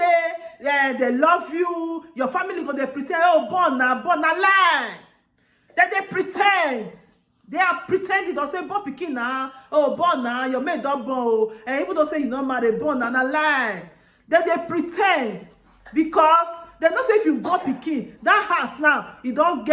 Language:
Nigerian Pidgin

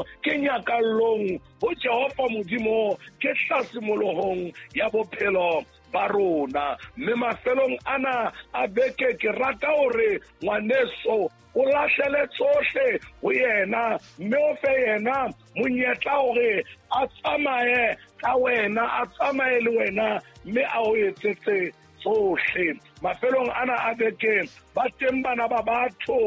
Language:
Southern Sotho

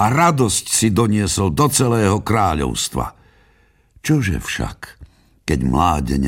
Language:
Slovak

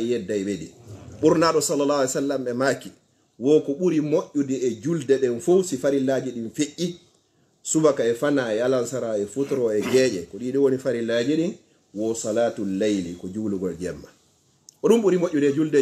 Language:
Fula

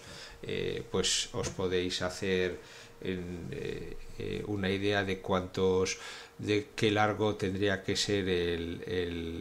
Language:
Spanish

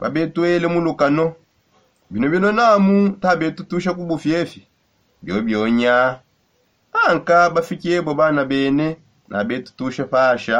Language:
Songe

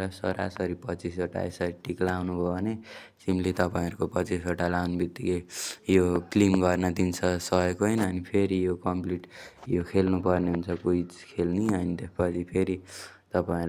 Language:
Nepali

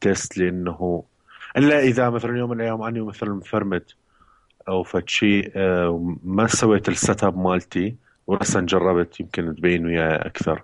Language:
Mesopotamian Arabic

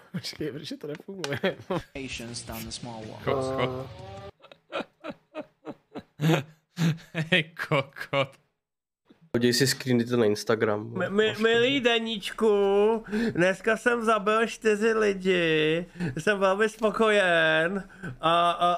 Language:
Czech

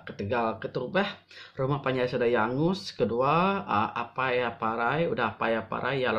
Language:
Iban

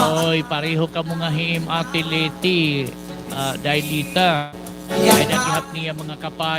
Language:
Waray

